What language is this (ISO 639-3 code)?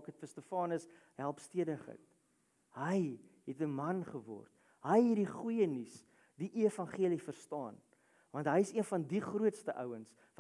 afr